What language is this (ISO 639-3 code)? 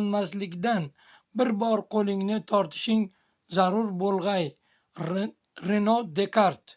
uzb